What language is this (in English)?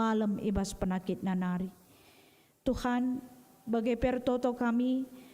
Batak Karo